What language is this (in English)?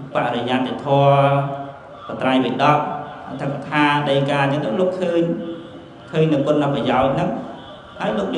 Khmer